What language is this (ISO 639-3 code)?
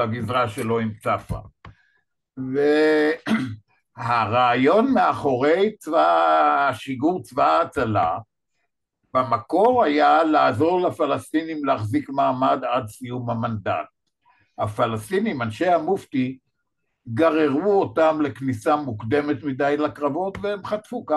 heb